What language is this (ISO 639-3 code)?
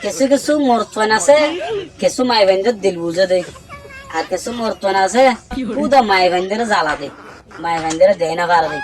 rhg